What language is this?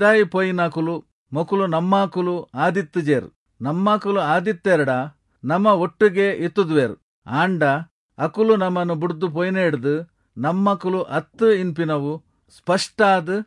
Tulu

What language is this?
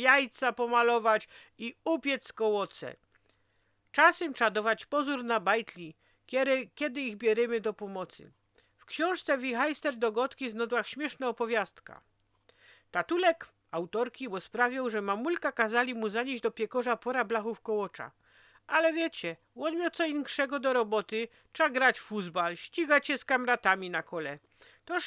Silesian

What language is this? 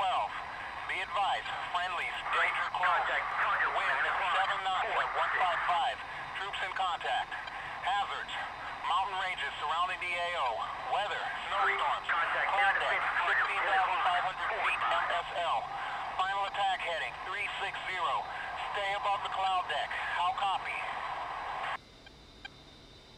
English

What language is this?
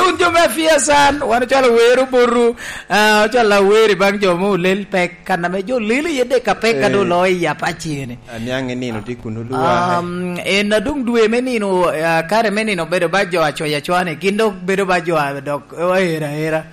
Lango (Uganda)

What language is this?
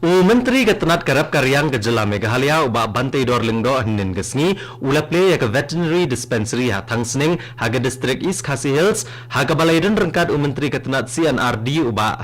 Khasi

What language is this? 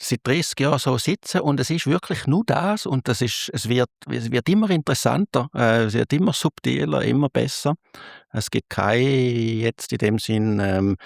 Swiss German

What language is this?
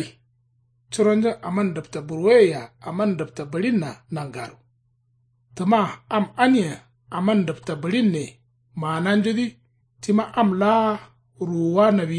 Kanuri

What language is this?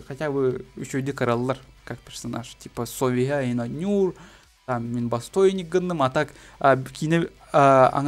Yakut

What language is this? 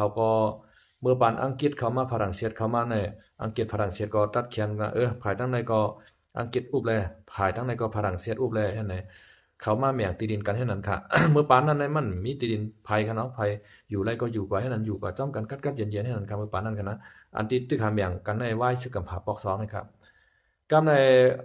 Shan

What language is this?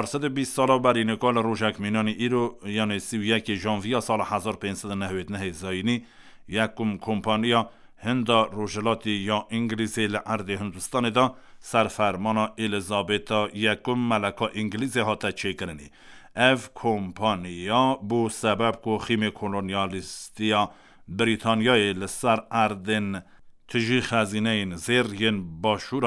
Kurdish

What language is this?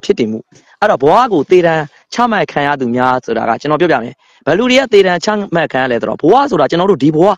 Burmese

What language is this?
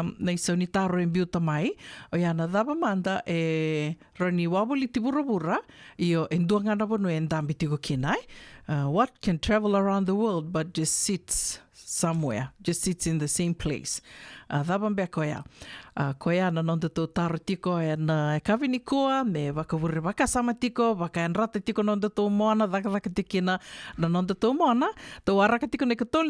Fijian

